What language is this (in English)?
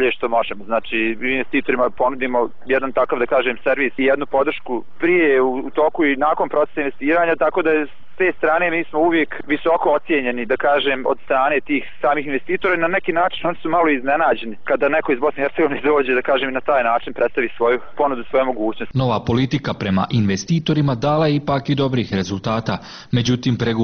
Bosnian